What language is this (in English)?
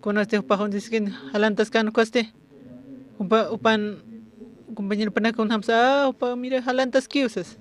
Aymara